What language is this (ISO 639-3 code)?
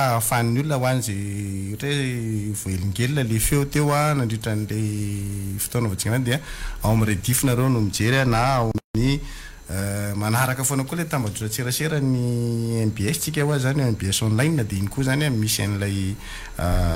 mlg